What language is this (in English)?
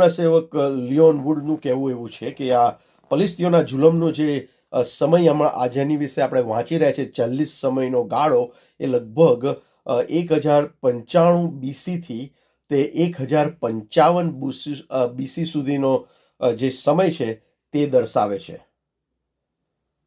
Gujarati